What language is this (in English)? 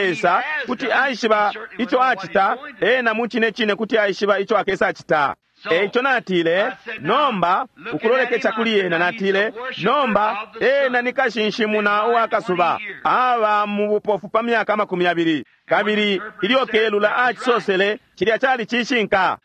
Bemba